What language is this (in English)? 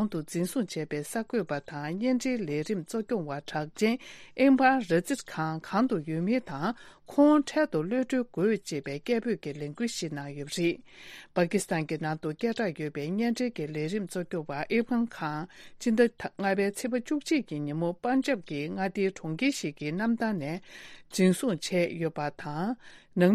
Tibetan